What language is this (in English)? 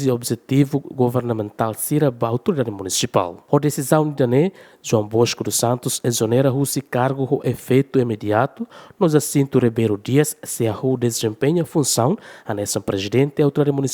Tetum